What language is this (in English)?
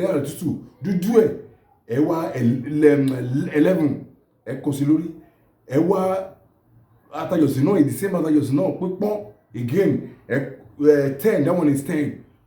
Yoruba